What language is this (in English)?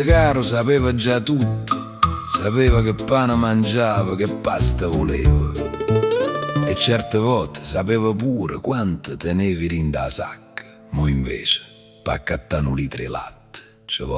Neapolitan